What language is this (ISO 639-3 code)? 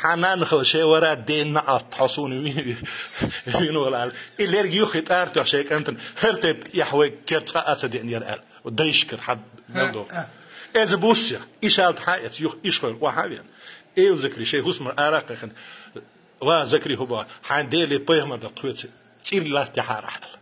che